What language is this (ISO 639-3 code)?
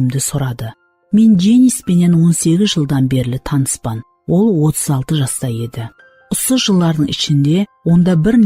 kaa